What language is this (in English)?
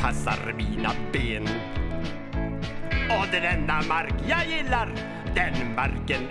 Swedish